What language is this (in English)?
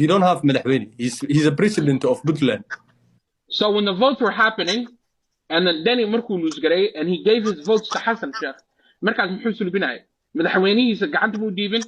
Somali